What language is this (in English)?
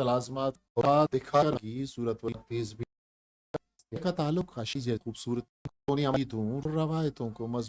Eastern Balochi